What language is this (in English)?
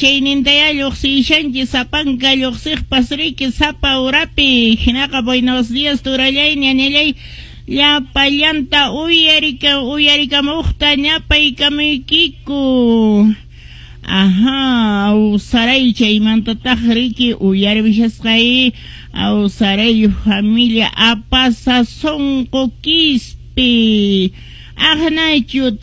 Quechua